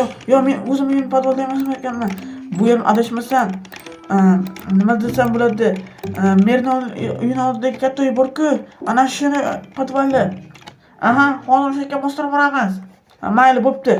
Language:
Uzbek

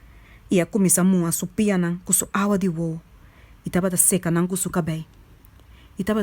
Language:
Papiamento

